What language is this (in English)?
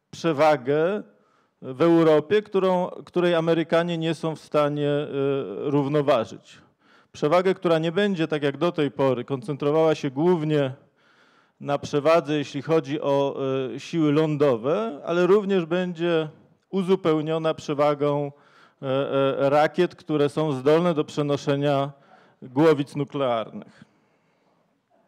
Polish